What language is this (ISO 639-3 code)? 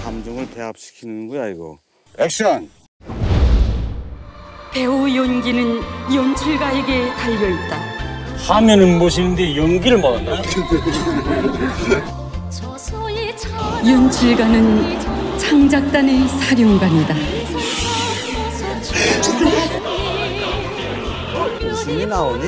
kor